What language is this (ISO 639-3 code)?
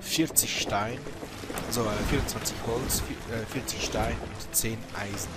gsw